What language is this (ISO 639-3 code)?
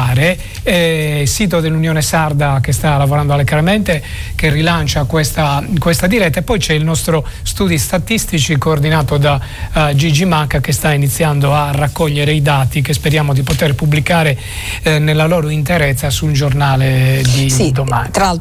ita